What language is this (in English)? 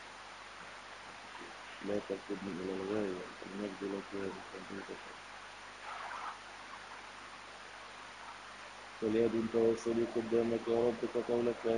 Arabic